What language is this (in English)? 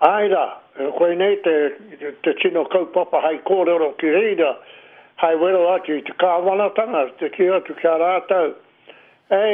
Māori